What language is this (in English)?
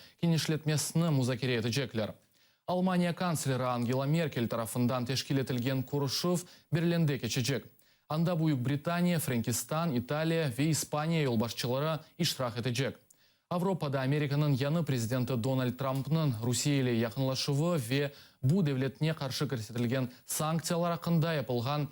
Crimean Tatar